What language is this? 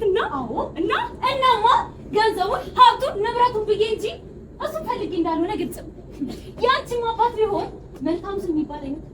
Amharic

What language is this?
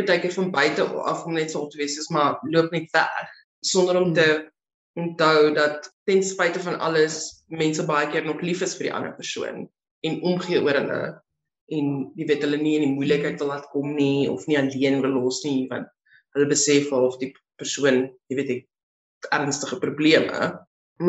Afrikaans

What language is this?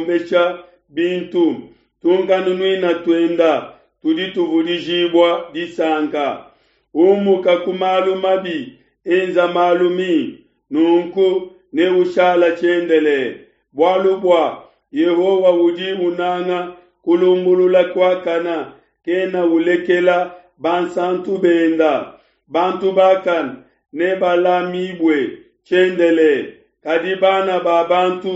Luba-Lulua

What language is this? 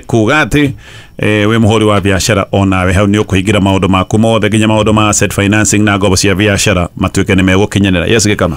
Kikuyu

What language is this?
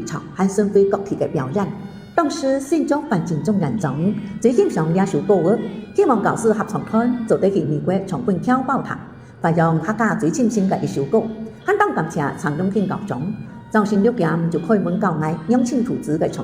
Hakka Chinese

